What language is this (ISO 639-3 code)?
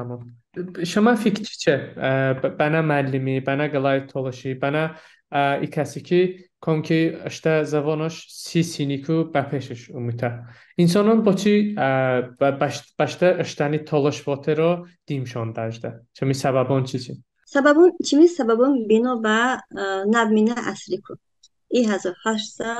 tly